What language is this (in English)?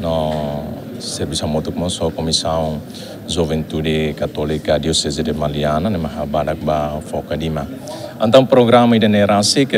Tetum